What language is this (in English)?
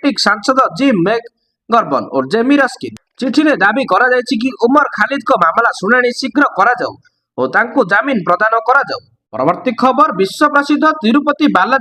Odia